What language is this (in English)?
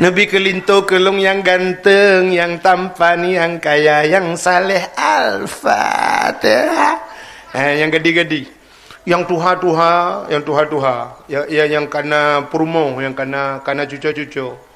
Achinese